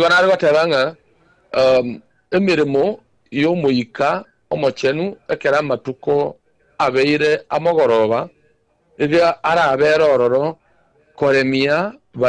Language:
Gusii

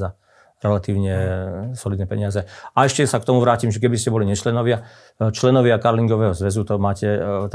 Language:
Slovak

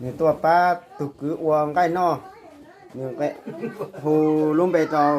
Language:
Hmong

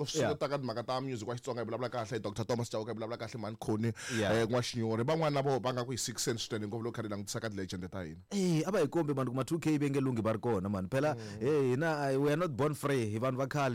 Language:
Tsonga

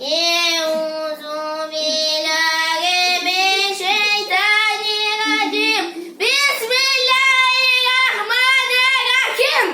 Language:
Crimean Tatar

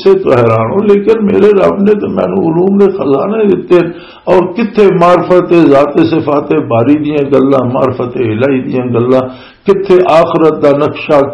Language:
Western Panjabi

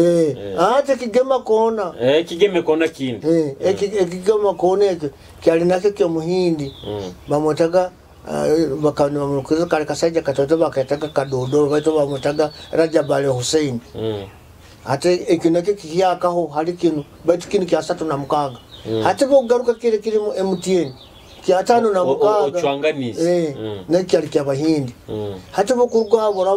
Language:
Nyoro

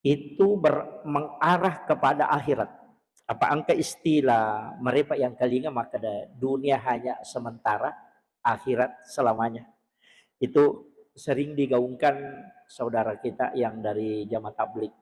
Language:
Buginese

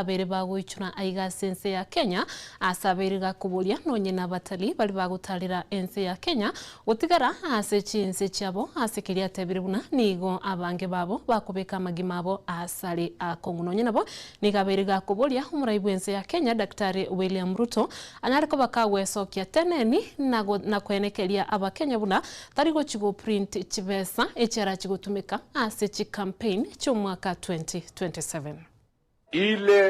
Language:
Gusii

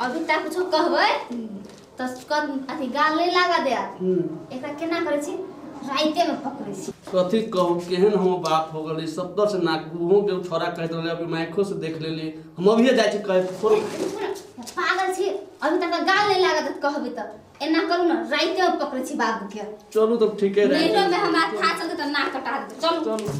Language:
Maithili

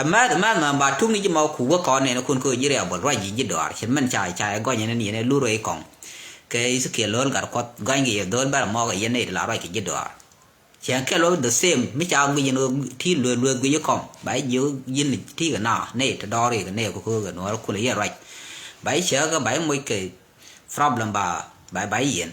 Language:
Nuer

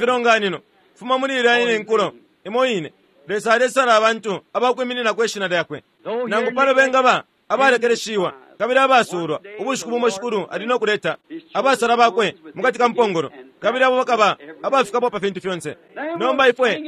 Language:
Bemba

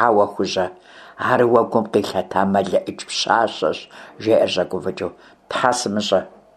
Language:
Kabardian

